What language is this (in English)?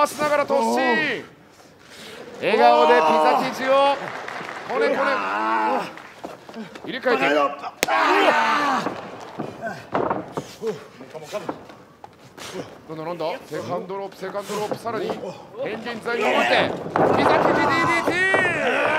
Japanese